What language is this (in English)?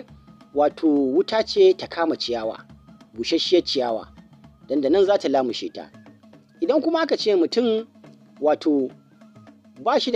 Hausa